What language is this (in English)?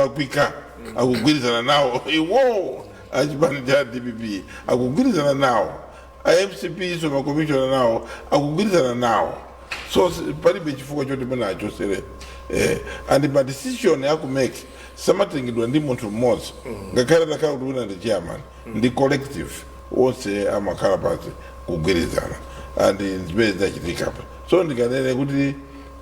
Nyanja